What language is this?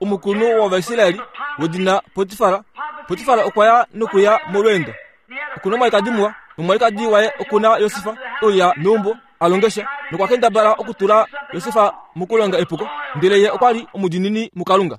Kuanyama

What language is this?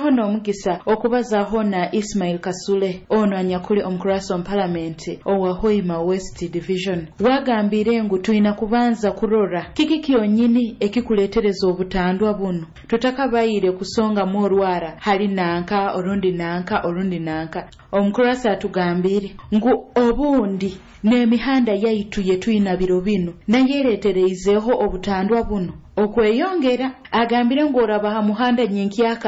Nyoro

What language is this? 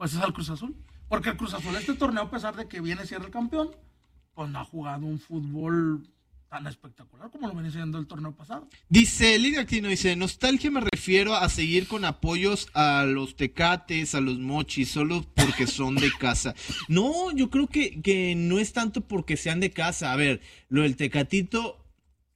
Spanish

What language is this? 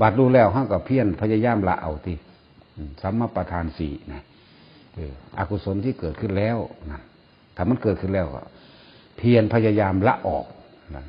Northeastern Thai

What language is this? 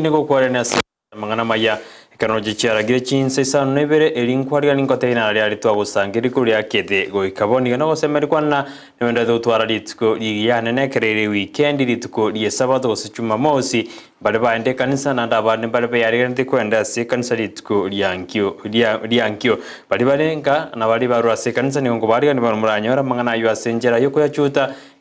Gusii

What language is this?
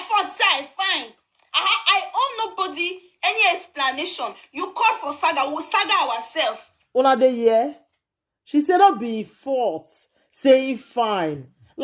Nigerian Pidgin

